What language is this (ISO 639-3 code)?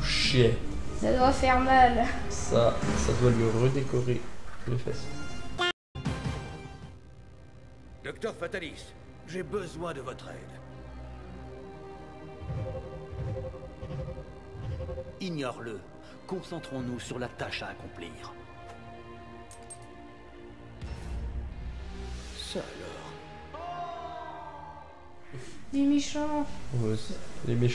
fra